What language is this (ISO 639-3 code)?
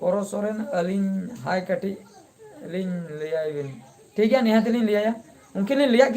sat